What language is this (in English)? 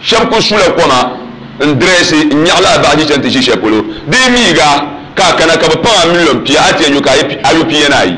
Dagbani